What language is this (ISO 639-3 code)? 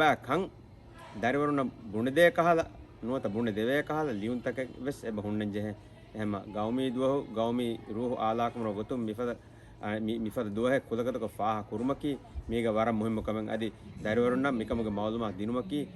div